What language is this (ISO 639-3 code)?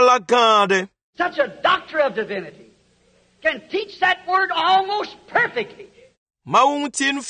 ewe